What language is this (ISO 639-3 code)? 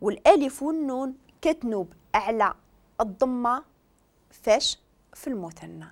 ary